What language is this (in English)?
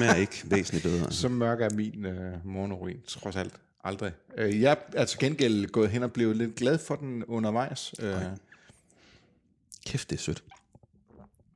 Danish